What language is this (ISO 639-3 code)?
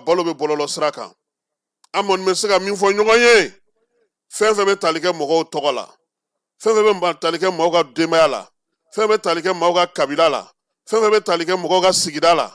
bam